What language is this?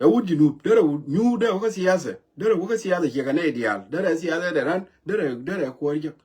Nuer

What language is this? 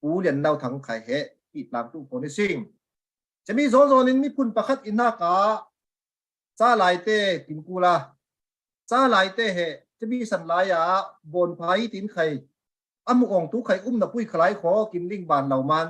Falam Chin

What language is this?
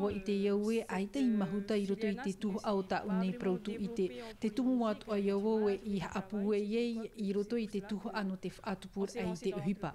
Tahitian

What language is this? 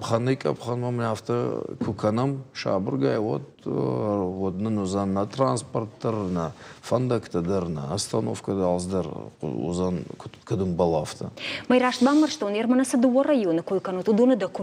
Ossetic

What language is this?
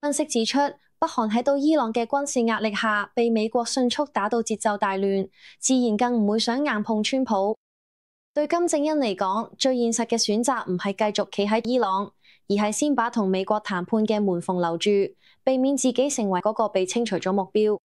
Cantonese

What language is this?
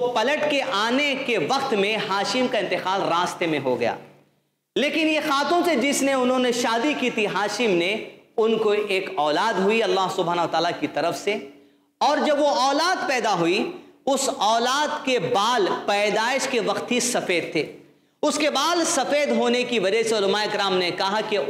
Urdu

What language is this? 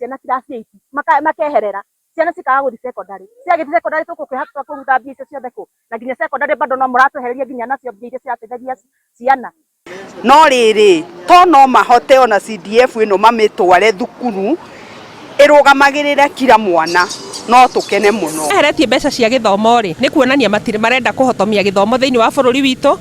Kikuyu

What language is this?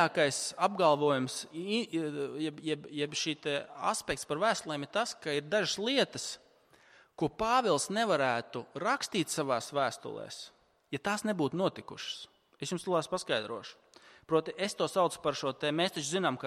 Latvian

